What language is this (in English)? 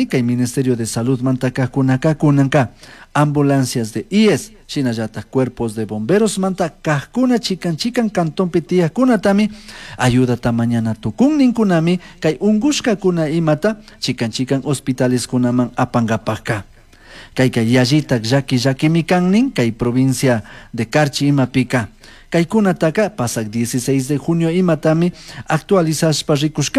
Chimborazo Highland Quichua